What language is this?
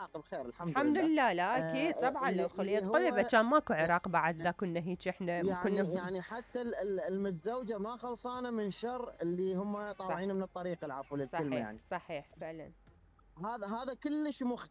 Mesopotamian Arabic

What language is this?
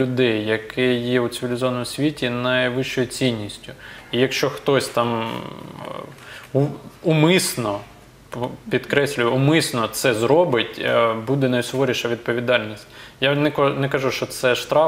Ukrainian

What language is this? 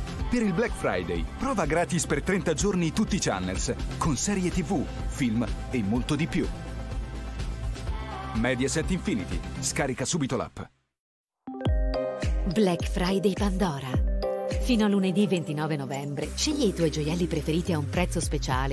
Italian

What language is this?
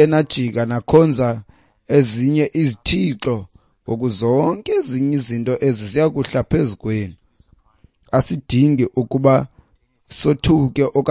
Xhosa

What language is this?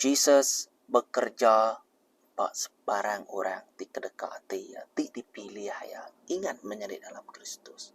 Iban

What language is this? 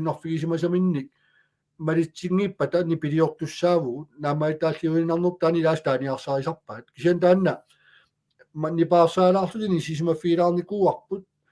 Kalaallisut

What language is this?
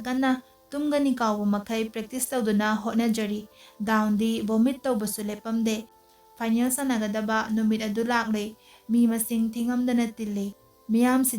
Manipuri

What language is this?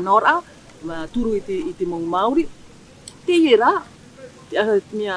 Tahitian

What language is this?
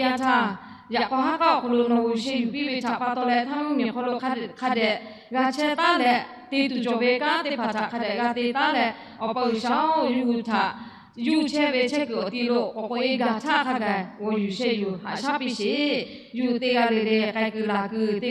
Lahu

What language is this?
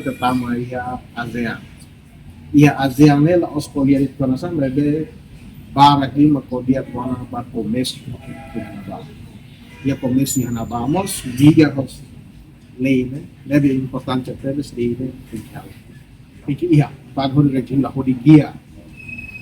Tetum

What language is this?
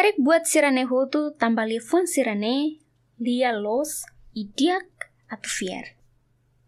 Tetum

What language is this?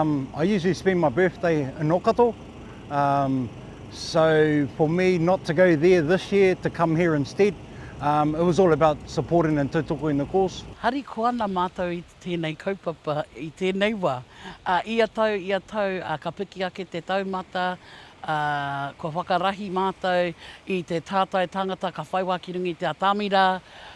Māori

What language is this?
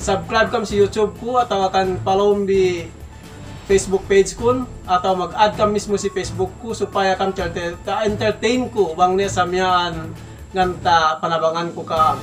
Yakan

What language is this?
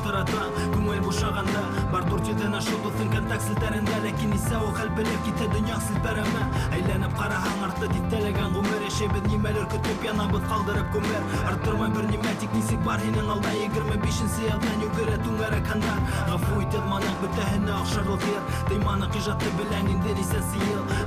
Bashkir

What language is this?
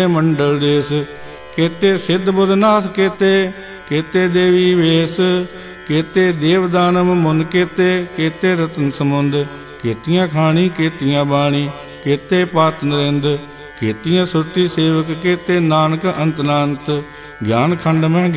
Punjabi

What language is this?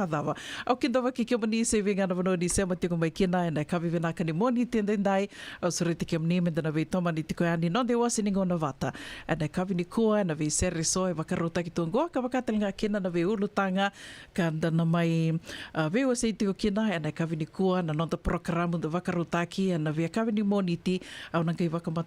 Fijian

